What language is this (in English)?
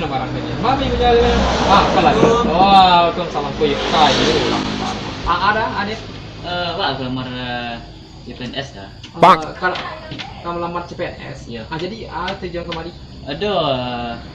Minangkabau